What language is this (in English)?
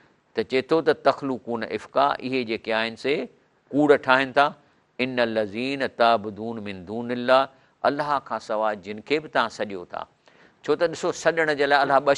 Sindhi